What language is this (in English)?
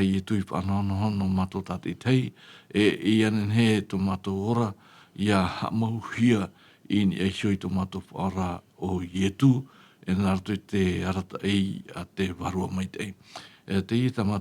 Tahitian